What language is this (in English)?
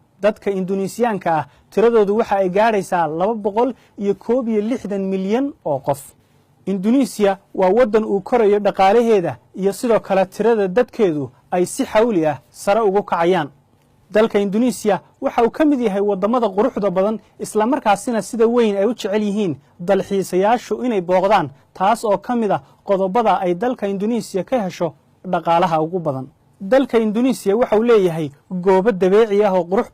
Somali